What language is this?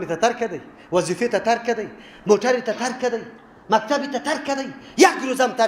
Persian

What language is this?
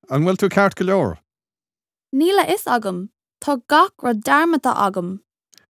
Irish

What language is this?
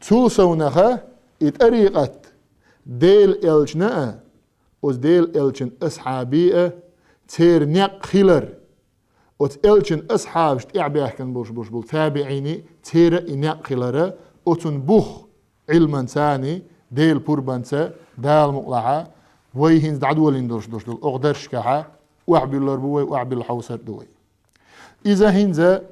Chechen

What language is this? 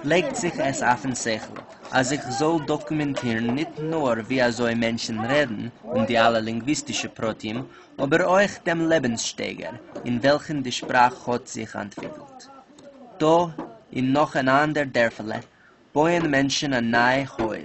Yiddish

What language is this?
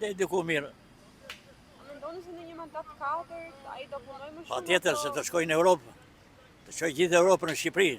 Albanian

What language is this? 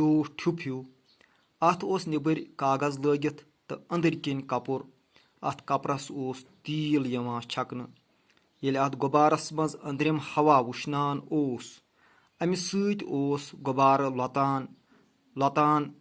Kashmiri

